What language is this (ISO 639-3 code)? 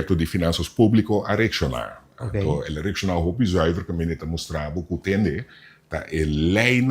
pap